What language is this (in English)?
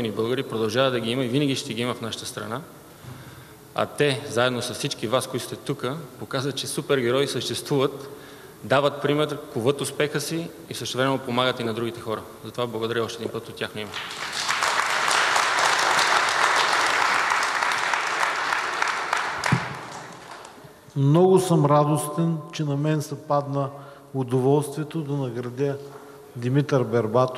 Bulgarian